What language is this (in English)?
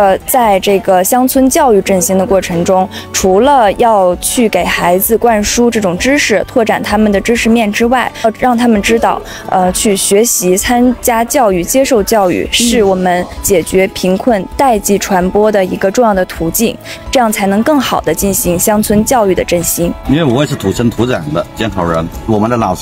Chinese